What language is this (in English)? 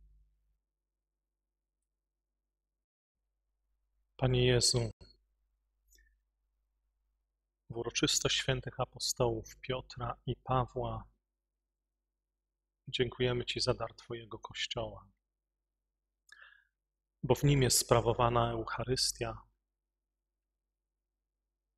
Polish